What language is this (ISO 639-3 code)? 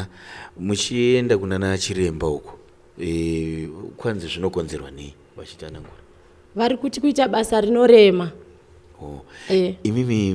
sna